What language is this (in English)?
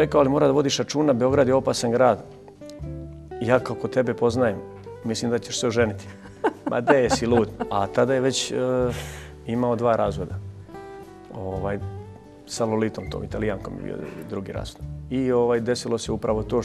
Serbian